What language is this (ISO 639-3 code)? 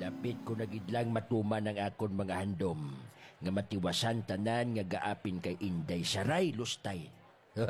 hil